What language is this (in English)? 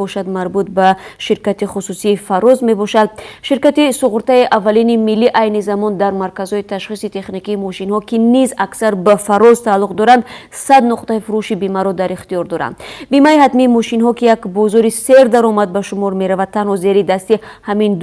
Tajik